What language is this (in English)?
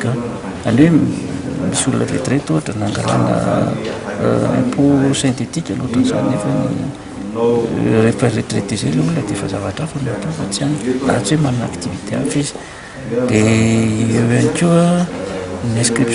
Malagasy